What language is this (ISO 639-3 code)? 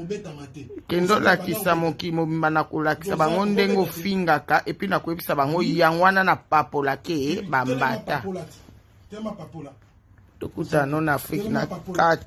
lin